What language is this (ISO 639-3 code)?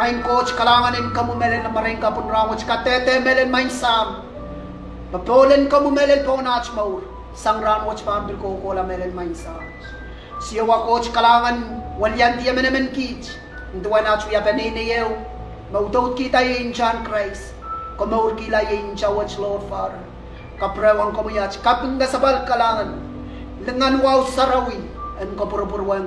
pon